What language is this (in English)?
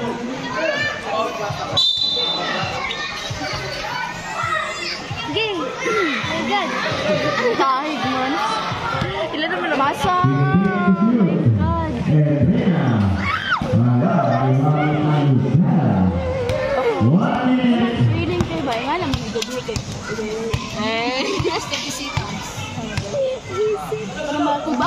Filipino